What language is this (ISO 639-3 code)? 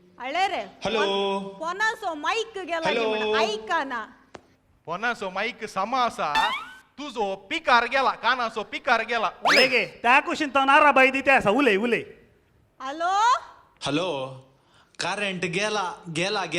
kok